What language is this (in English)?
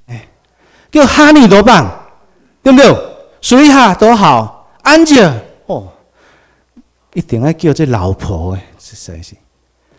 Chinese